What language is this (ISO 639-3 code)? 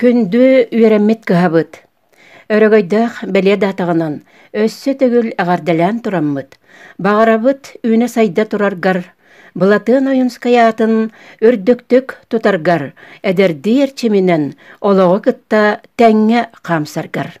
sah